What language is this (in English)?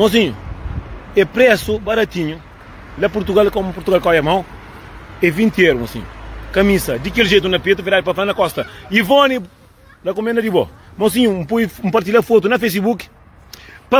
Kabuverdianu